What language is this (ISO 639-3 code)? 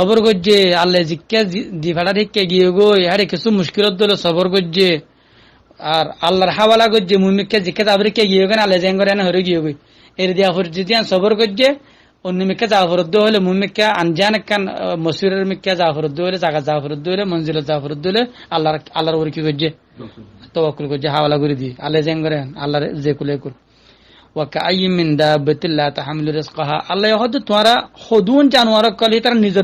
rhg